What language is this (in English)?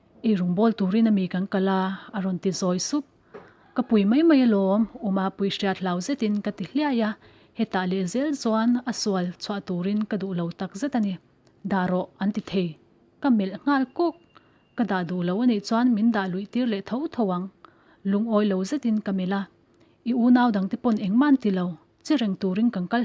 Mizo